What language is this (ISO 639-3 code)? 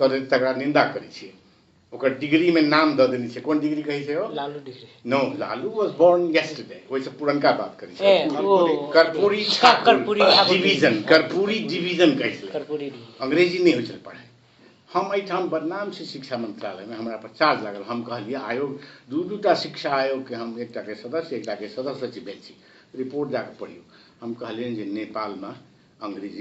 mai